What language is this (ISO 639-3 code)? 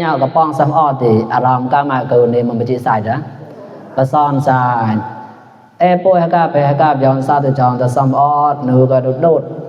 mnw